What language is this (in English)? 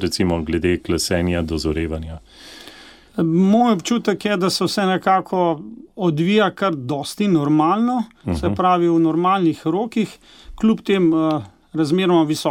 Slovenian